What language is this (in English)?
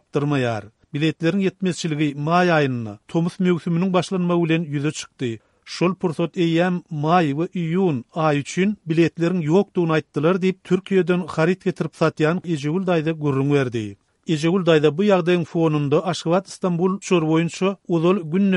Turkmen